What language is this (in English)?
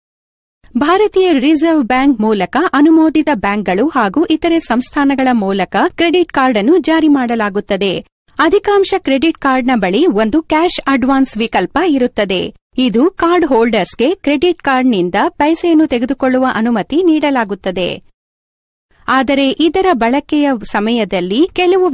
Kannada